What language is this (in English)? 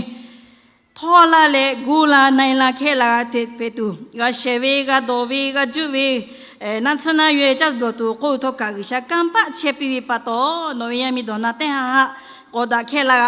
Lahu